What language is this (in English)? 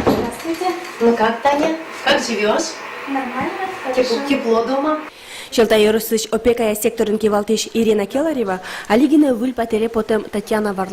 Udmurt